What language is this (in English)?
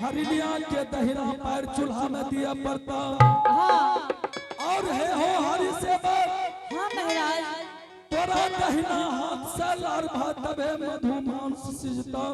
Angika